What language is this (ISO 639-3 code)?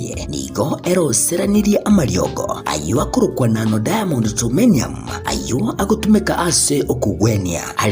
guz